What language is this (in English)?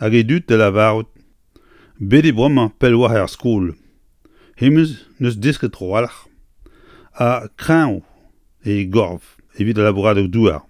Breton